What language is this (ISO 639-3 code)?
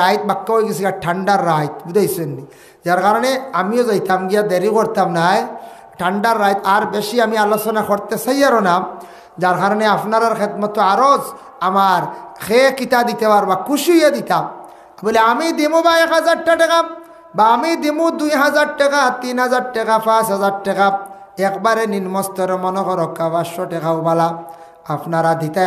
syl